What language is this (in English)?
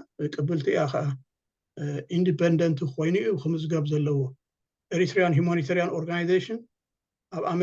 Tigrinya